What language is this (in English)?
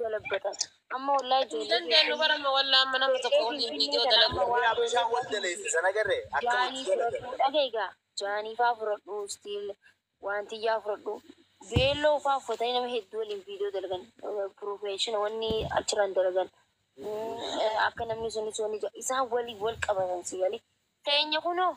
Oromo